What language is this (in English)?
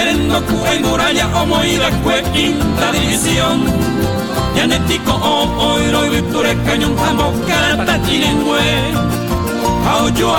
Guarani